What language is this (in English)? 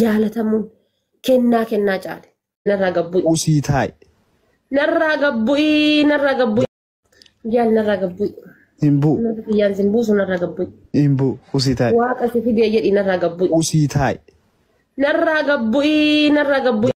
Oromo